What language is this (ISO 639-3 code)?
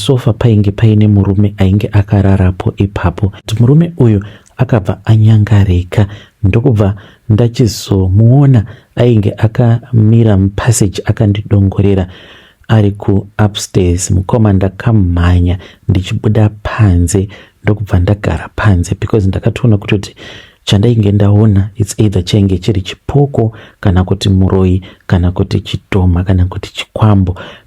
sna